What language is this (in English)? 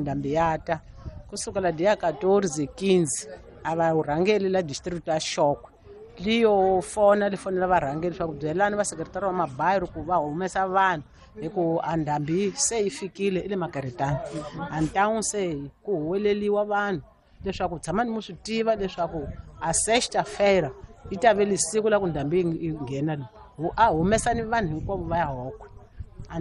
Tsonga